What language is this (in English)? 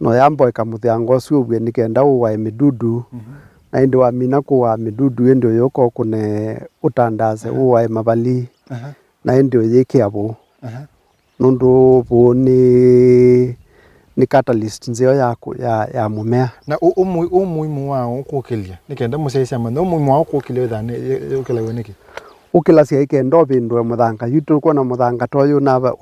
Kamba